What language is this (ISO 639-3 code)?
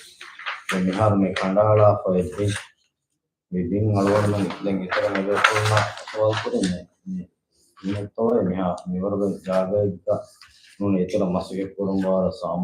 div